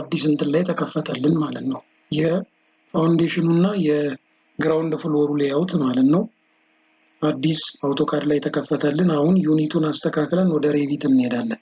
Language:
Amharic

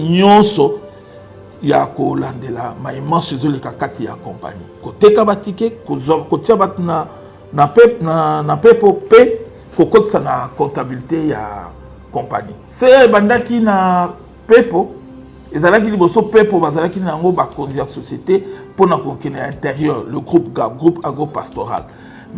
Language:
Lingala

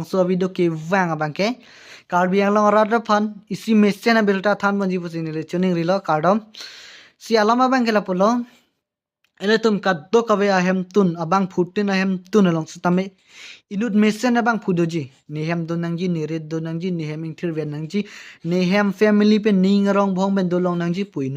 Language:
Karbi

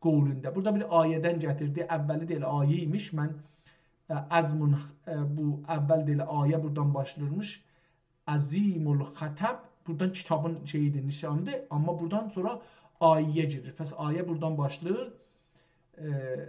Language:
South Azerbaijani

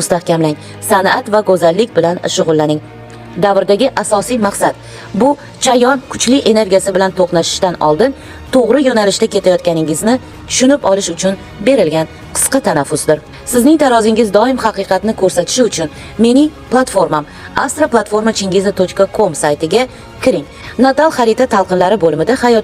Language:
Uzbek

